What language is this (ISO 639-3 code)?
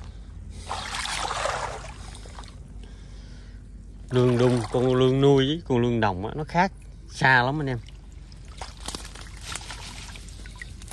vie